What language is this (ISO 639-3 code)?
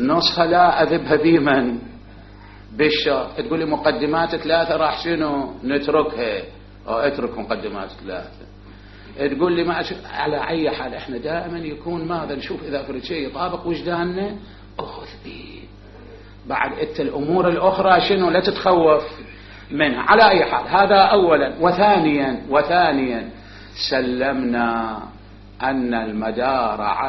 acm